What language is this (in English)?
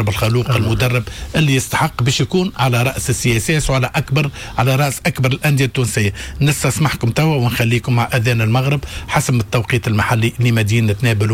Tunisian Arabic